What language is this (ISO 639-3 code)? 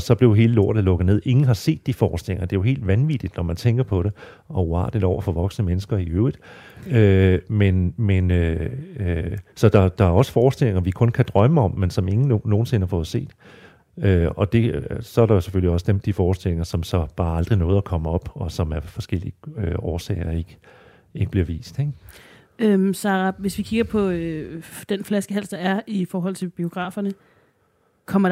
dan